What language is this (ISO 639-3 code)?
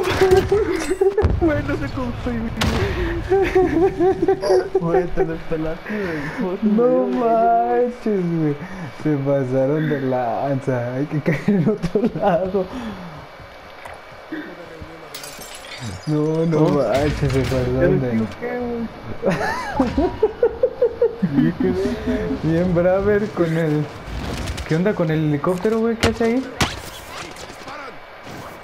spa